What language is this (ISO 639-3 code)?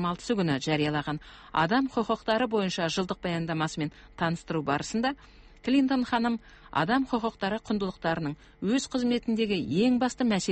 kaz